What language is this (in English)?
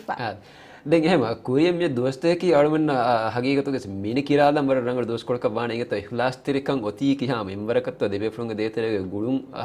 Divehi